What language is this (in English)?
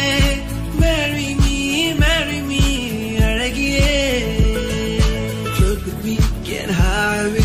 Tamil